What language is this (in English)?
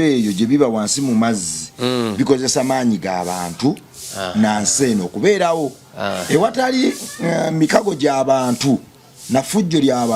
Ganda